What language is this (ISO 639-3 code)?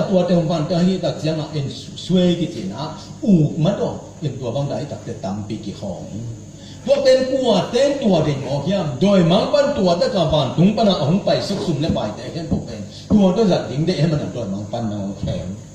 ctd